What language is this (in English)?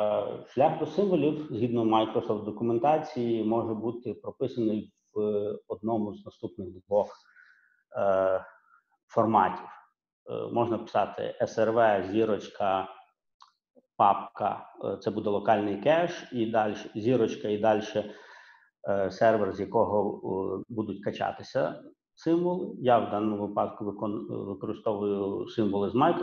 Ukrainian